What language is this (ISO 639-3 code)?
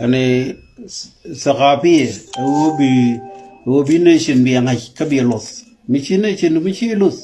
nus